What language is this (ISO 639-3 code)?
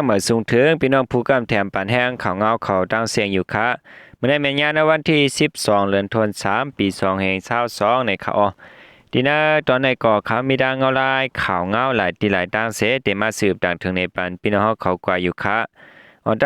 shn